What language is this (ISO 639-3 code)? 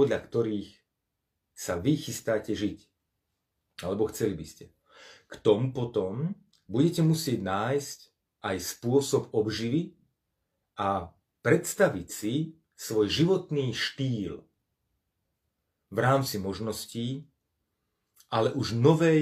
slk